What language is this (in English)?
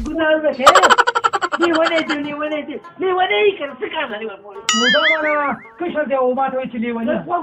Pashto